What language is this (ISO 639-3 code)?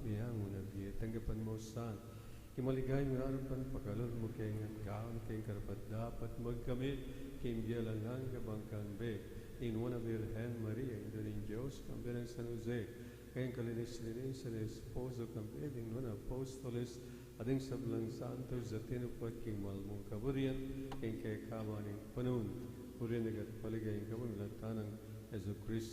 pam